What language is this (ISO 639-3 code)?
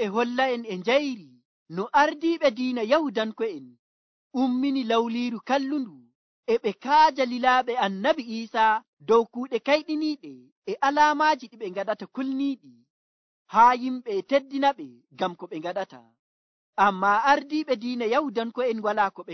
fuv